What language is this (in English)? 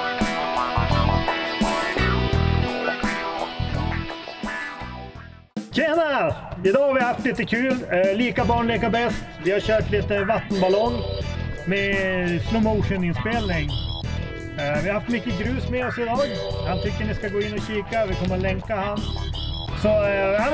Swedish